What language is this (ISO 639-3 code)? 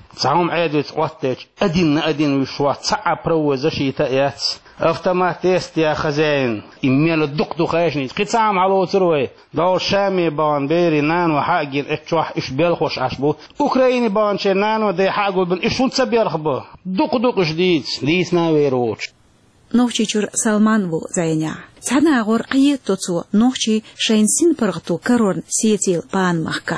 che